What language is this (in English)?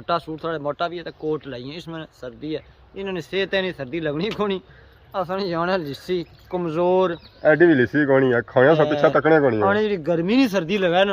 Pahari-Potwari